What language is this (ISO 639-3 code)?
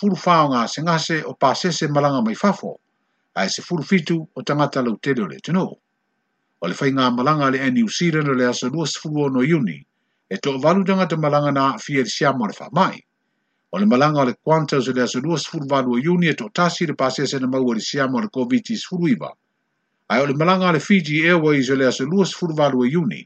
smo